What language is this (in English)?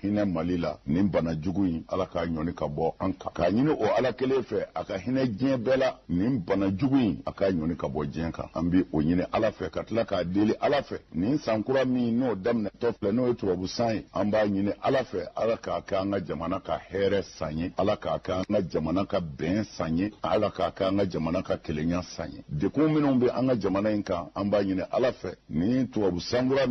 Bambara